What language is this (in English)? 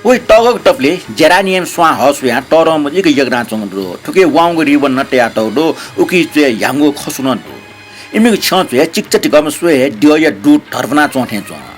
Newari